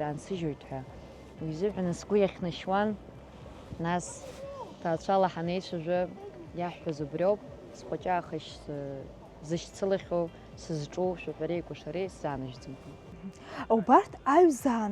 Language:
Abkhazian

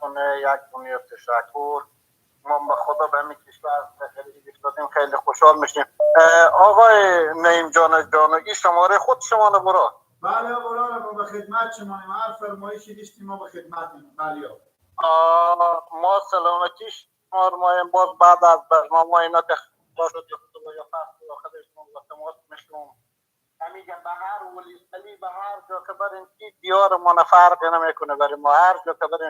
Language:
Persian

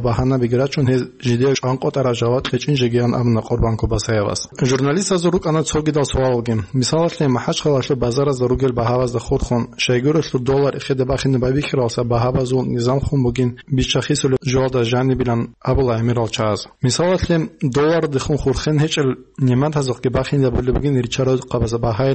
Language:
Avaric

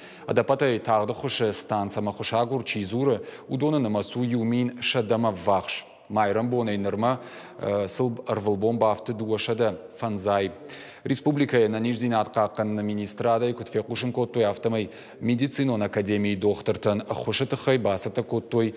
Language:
Ossetic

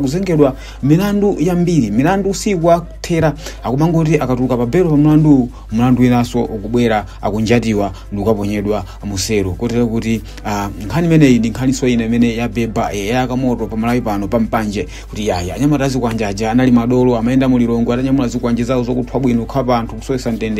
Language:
Nyanja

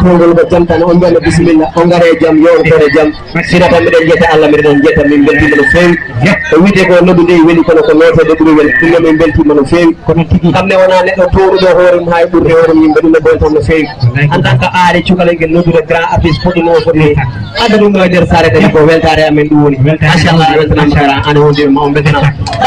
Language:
Fula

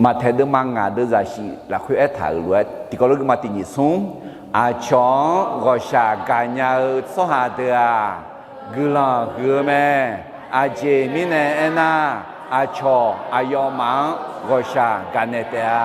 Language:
Akha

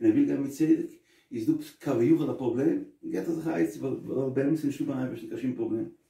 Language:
Yiddish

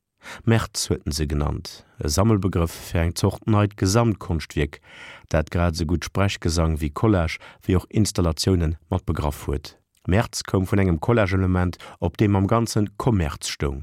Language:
Luxembourgish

